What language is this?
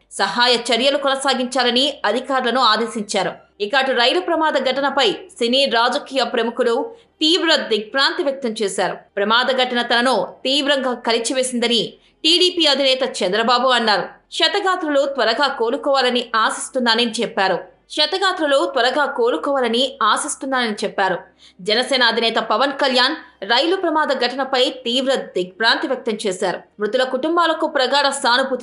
Telugu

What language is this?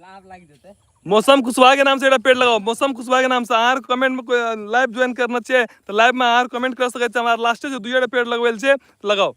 Maithili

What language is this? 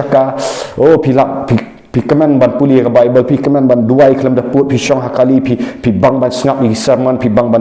Khasi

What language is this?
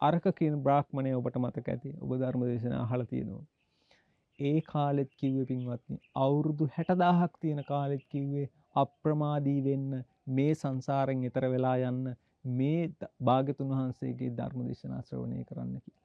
Sinhala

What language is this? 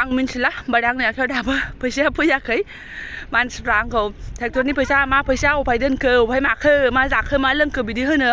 Bodo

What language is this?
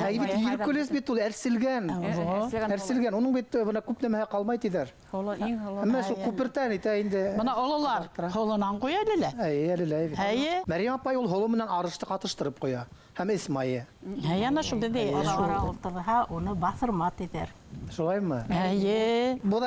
Bashkir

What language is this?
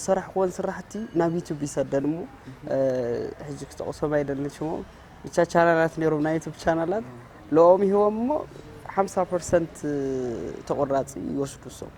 Tigrinya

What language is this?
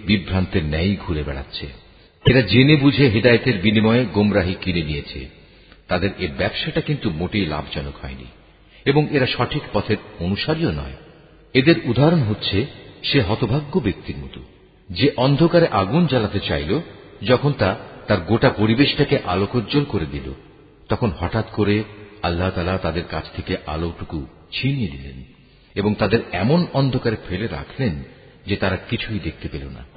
Bangla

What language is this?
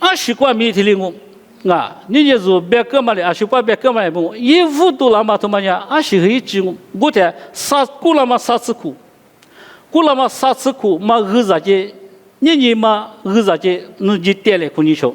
Lisu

